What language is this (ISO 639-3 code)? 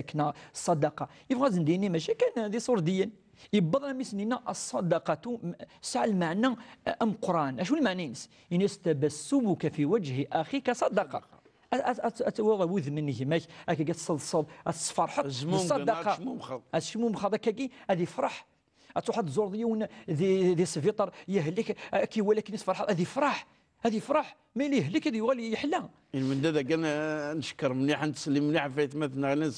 kab